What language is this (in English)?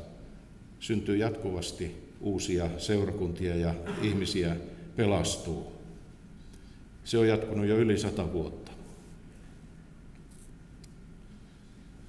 Finnish